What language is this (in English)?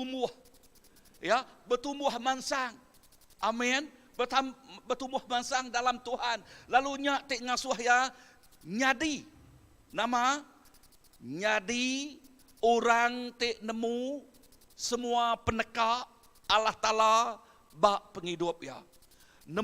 Iban